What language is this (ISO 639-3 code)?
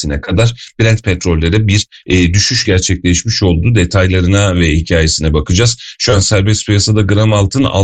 tur